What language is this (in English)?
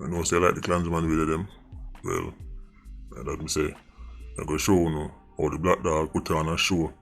Jamaican Creole English